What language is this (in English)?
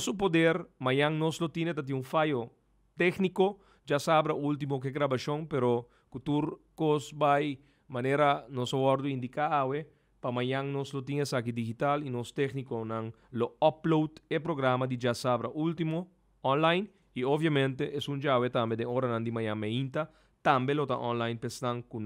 Papiamento